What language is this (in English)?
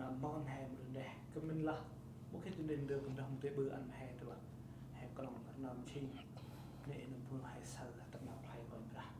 Central Mnong